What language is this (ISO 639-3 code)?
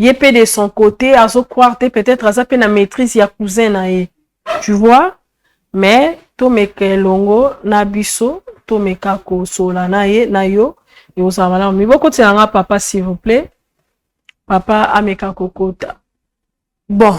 lin